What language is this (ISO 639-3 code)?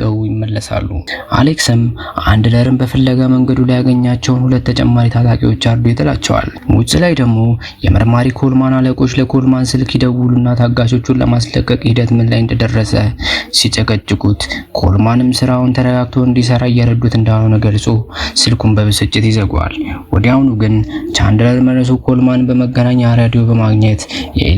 amh